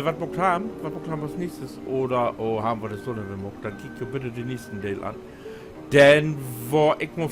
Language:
Low German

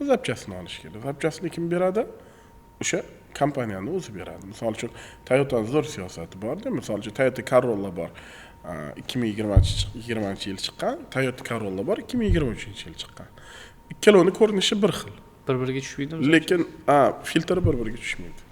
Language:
Uzbek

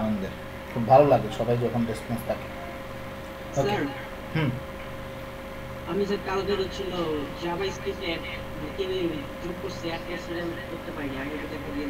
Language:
Bangla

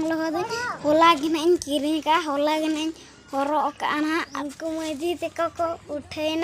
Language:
Santali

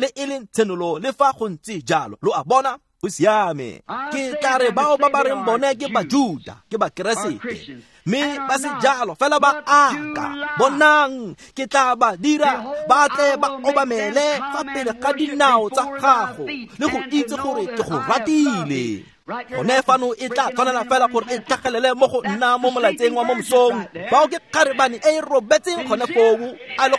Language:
Tswana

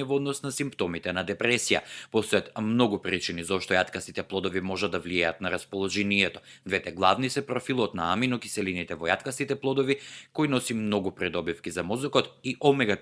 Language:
Macedonian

